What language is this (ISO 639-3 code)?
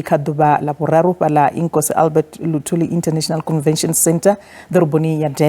ven